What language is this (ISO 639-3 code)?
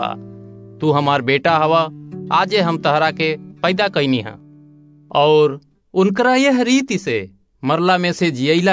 bho